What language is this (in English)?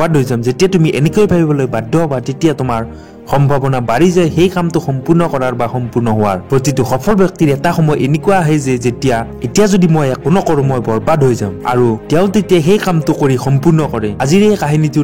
Assamese